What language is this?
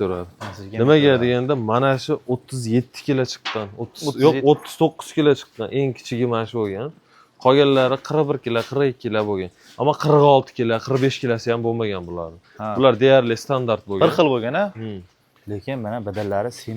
Uzbek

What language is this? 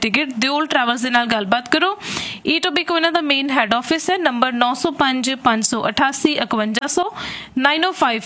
Punjabi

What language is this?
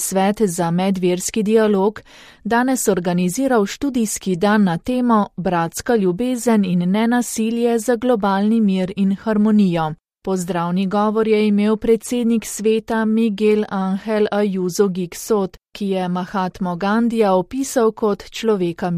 Slovenian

